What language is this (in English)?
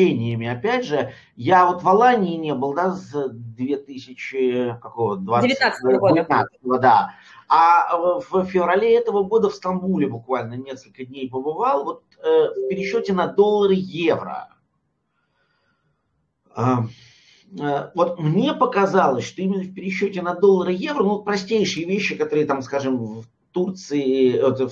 Russian